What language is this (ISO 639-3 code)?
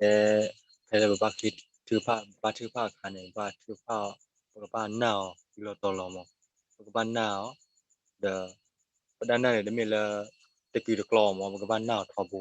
ksw